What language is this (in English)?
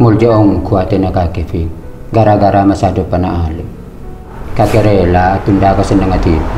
Madurese